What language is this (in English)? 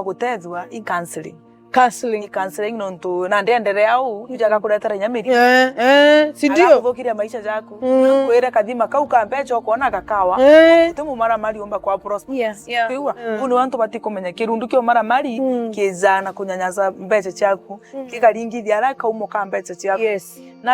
Meru